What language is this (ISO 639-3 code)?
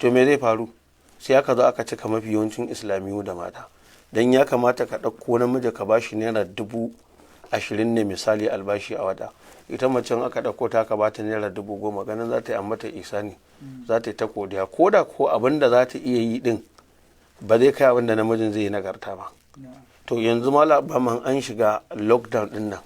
hau